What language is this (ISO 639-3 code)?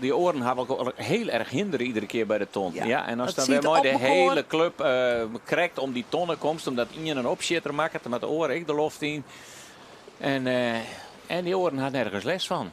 fry